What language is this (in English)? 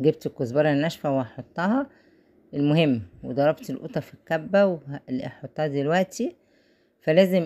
Egyptian Arabic